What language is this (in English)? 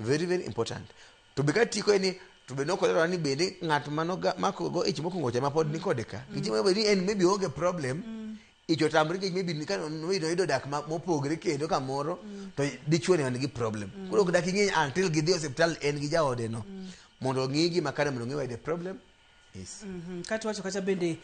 Luo (Kenya and Tanzania)